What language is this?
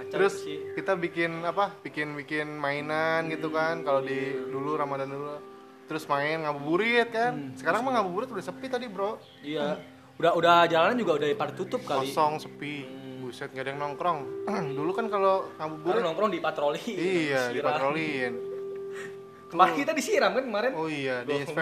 Indonesian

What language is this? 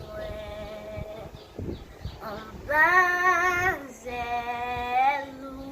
Haitian Creole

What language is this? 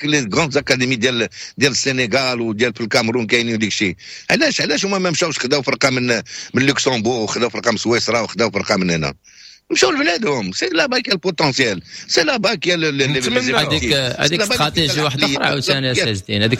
Moroccan Arabic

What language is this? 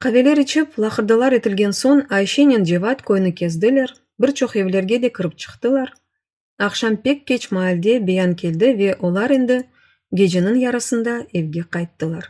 Crimean Tatar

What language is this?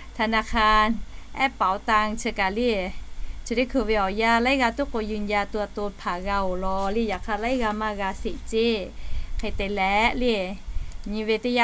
Lahu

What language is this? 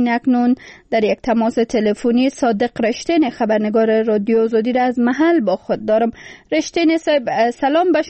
Persian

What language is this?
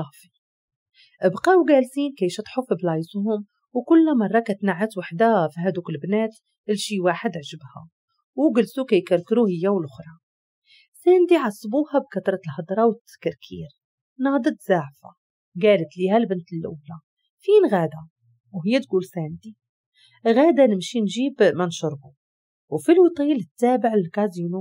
Moroccan Arabic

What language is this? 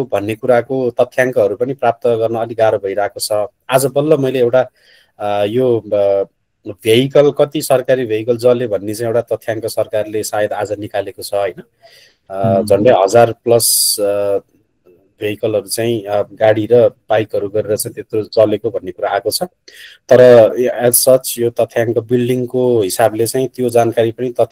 Nepali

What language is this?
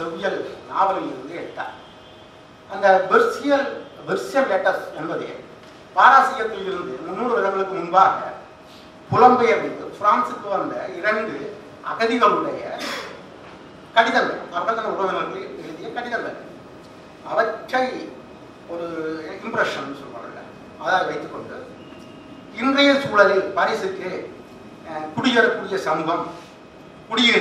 Tamil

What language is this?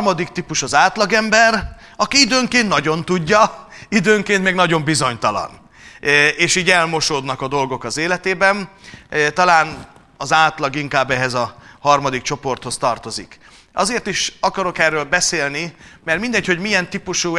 Hungarian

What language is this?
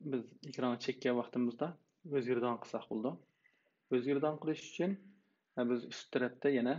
Uyghur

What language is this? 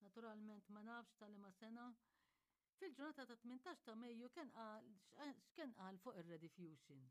Maltese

